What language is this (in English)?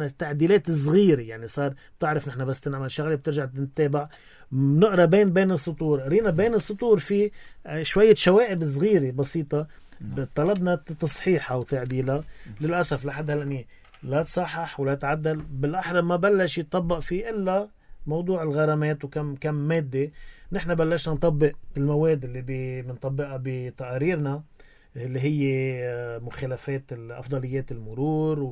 North Levantine Arabic